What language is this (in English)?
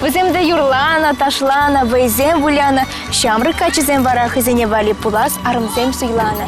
Chuvash